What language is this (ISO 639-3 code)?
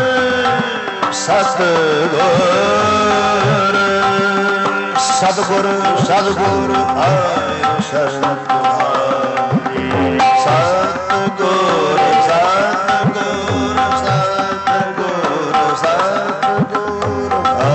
pan